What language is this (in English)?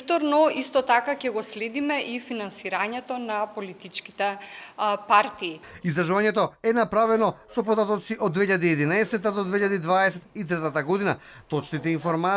Macedonian